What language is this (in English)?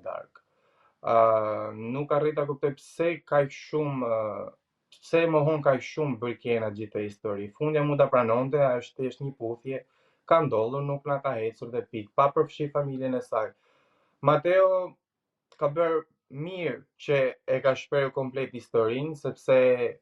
Albanian